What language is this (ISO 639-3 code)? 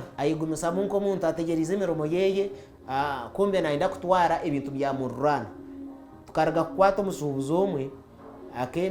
nyn